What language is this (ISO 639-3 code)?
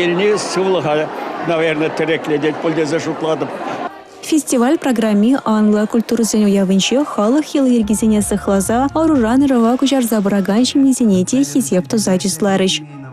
chv